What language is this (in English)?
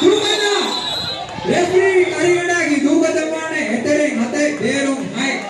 Divehi